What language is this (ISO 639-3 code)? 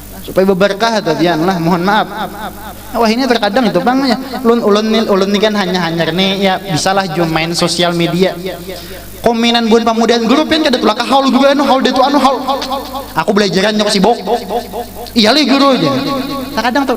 bjn